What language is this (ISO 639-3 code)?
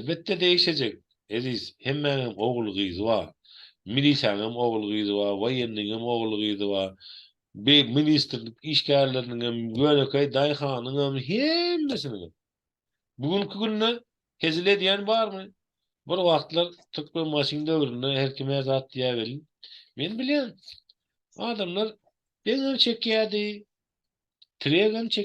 tuk